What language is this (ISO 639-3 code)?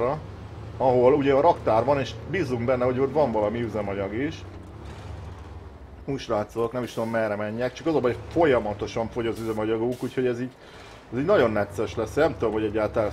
hun